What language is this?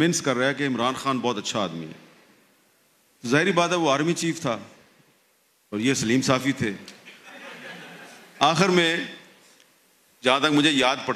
Urdu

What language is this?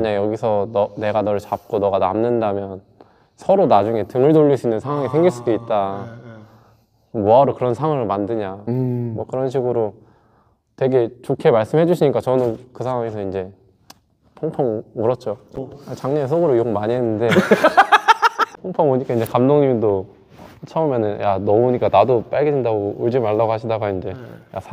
Korean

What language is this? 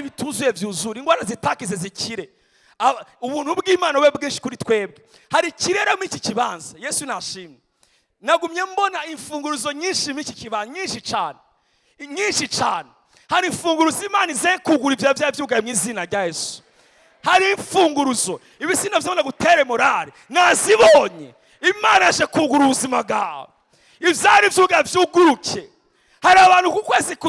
Rundi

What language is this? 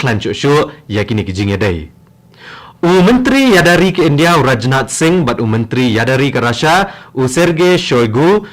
Khasi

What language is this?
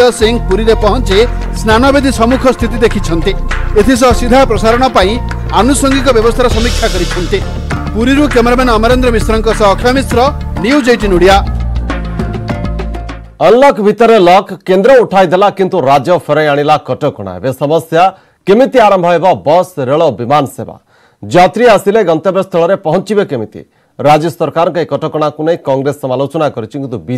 Odia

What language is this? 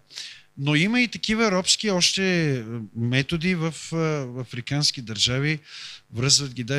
Bulgarian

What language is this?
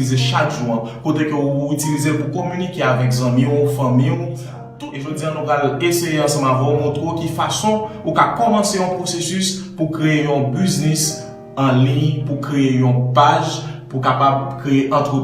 Haitian Creole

